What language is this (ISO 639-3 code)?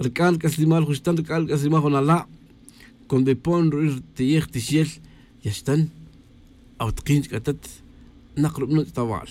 tzj